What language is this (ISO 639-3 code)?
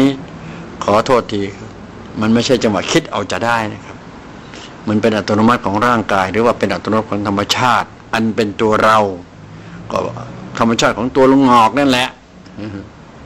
tha